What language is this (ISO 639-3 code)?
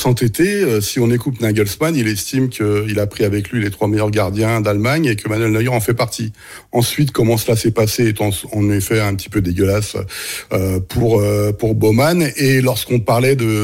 fra